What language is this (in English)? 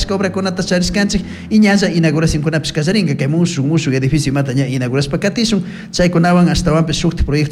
Chimborazo Highland Quichua